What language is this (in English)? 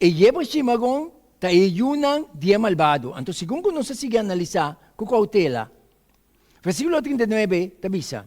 Papiamento